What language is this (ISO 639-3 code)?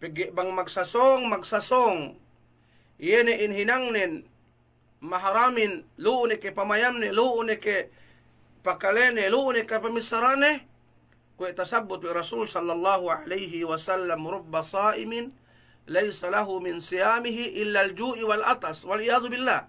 yka